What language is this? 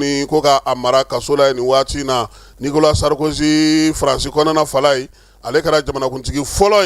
Bambara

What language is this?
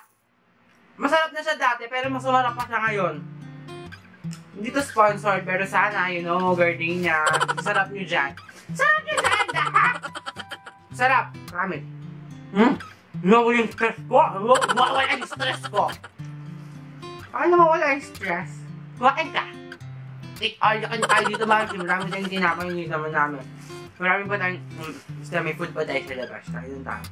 Filipino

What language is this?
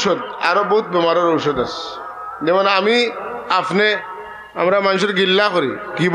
Sylheti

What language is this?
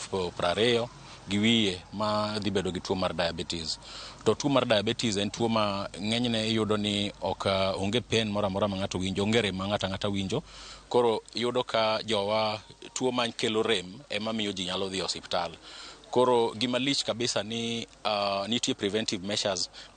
Luo (Kenya and Tanzania)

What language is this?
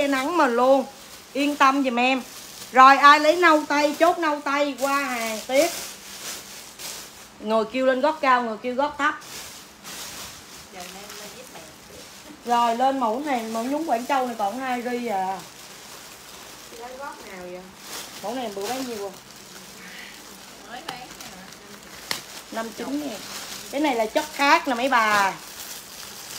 Vietnamese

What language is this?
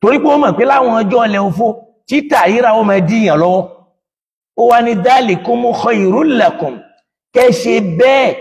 Yoruba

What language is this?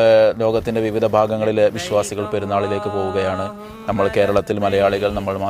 Malayalam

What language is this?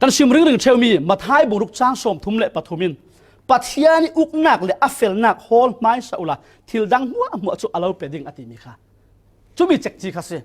Falam Chin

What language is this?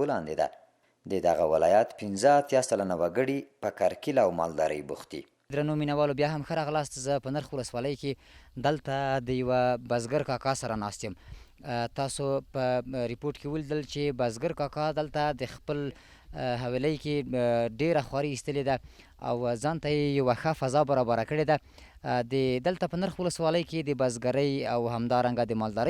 Pashto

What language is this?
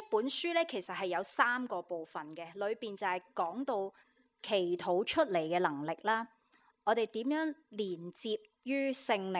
Cantonese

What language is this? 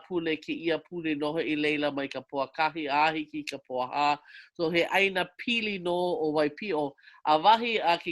Hawaiian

